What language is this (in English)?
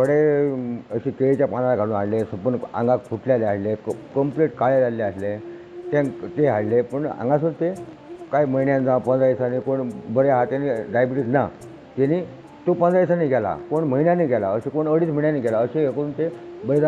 Konkani